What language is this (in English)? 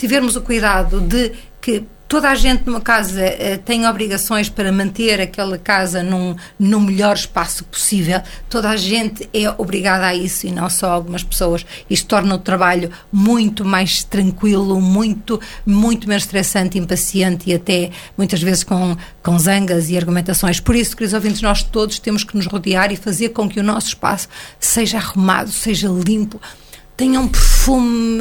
Portuguese